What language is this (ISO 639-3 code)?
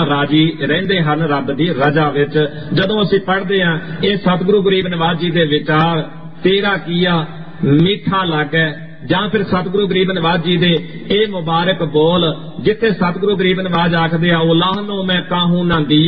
pan